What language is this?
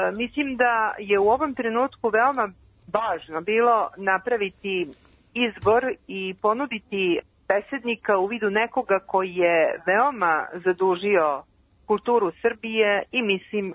Serbian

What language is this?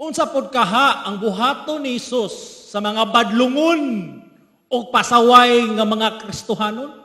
Cebuano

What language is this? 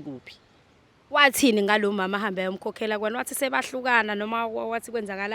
Zulu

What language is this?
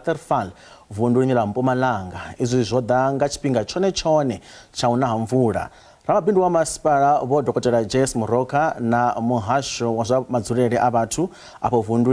Venda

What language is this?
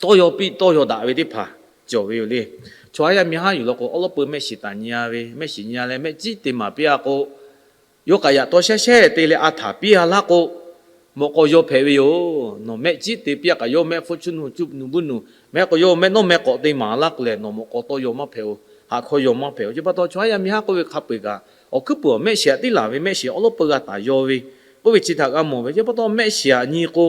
Lahu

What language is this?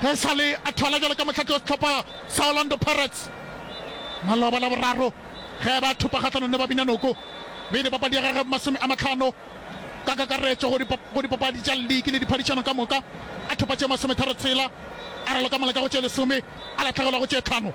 Northern Sotho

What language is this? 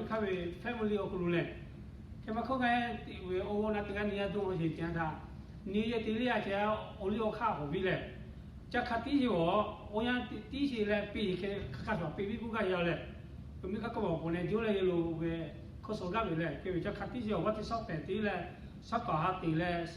Lahu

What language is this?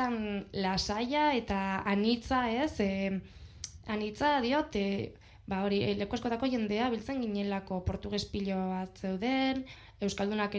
Basque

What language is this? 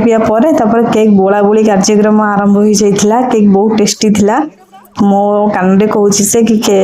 Odia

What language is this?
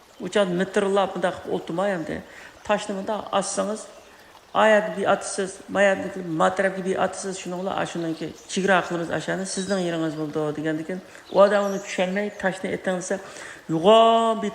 Uyghur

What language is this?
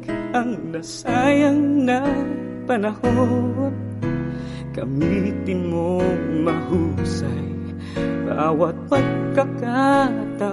Filipino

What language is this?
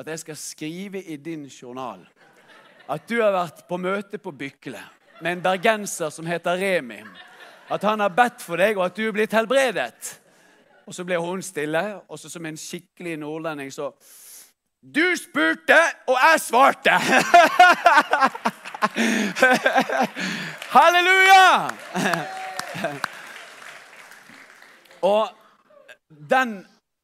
Norwegian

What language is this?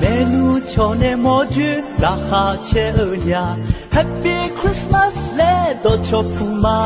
Akha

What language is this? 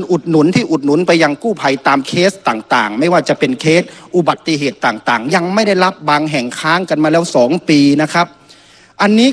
Thai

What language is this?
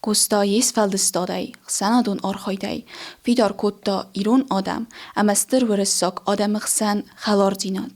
Ossetic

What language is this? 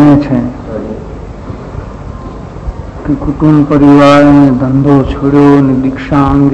Gujarati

